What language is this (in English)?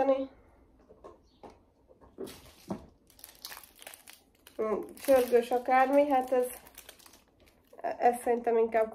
Hungarian